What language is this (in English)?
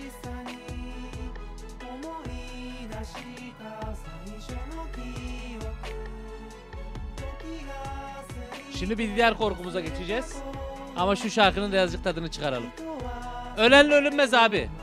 Turkish